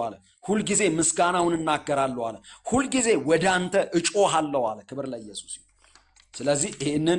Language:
Amharic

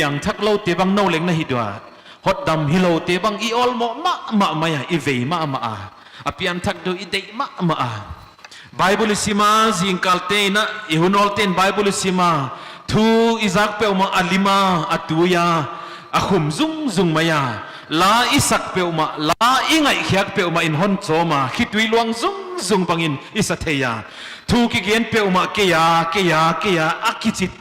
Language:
Paite Chin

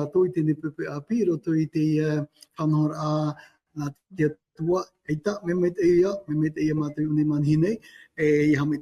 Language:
Tahitian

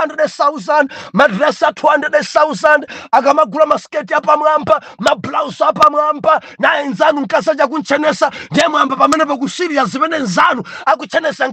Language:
Nyanja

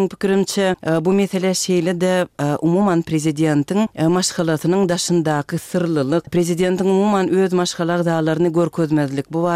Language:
Turkmen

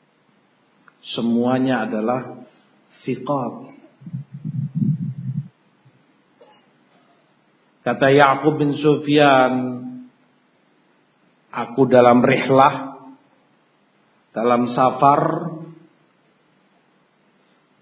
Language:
Indonesian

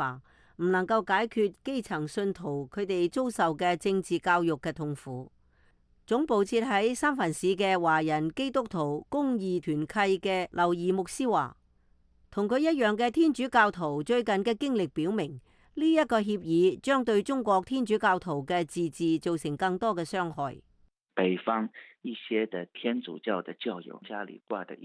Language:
Cantonese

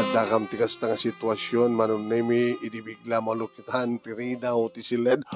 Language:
Iloko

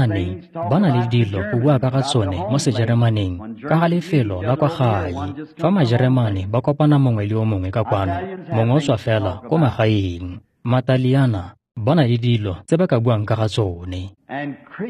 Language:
Tswana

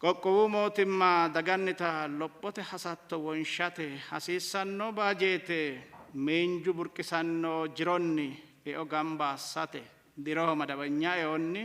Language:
Sidamo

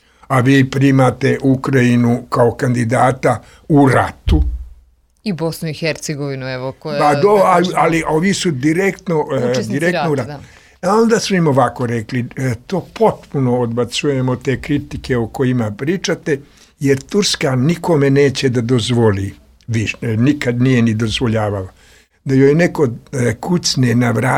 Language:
Serbian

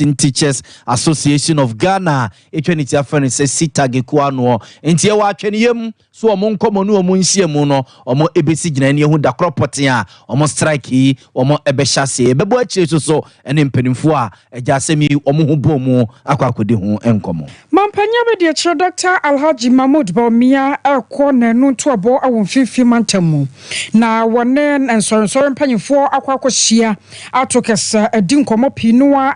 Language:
Akan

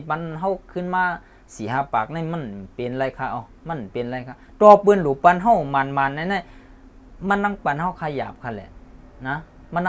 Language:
Shan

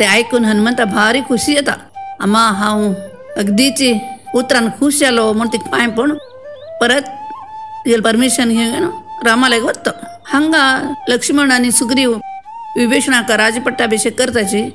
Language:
Konkani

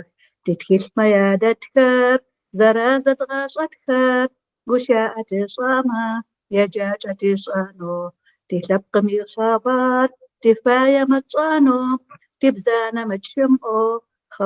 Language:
Adyghe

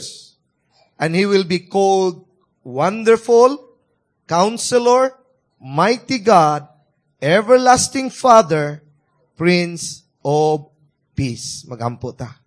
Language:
Cebuano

